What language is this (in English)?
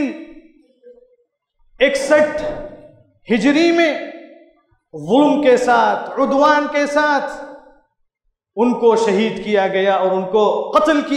Urdu